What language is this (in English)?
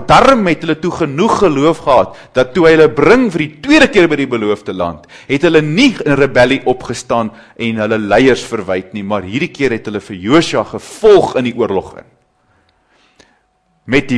Afrikaans